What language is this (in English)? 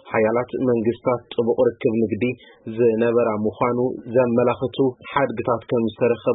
Tigrinya